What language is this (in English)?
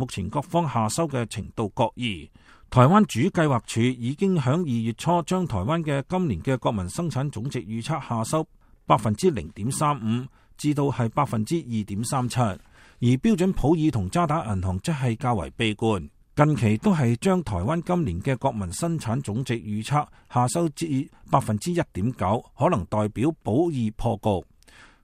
Cantonese